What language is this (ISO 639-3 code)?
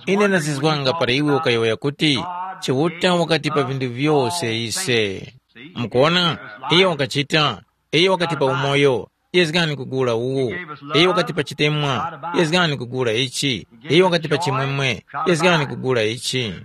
tum